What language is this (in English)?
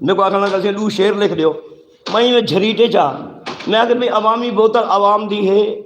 Saraiki